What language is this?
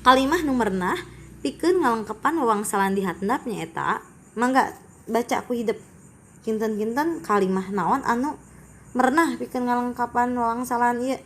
Sundanese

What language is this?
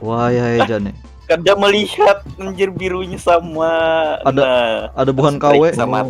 Banjar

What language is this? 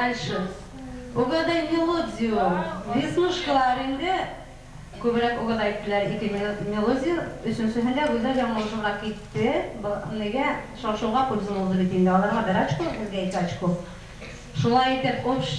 Bashkir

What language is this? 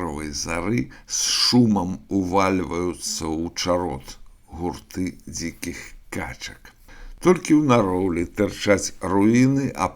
Belarusian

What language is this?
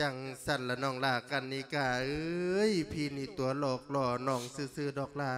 Lao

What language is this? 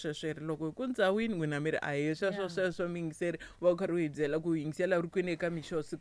Tsonga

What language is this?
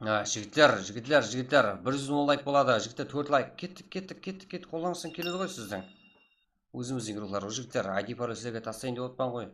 Kara-Kalpak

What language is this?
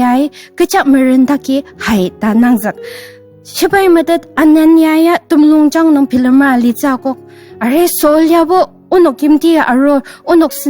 Ao Naga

